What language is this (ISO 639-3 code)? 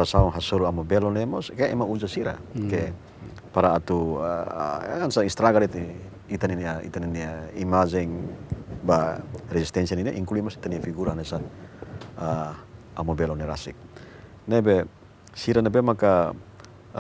tet